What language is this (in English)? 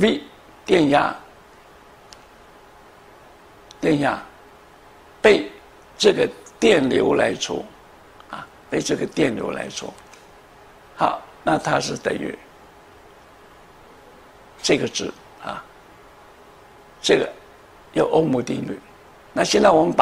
Chinese